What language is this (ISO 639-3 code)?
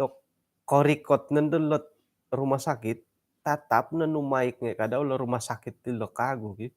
dtp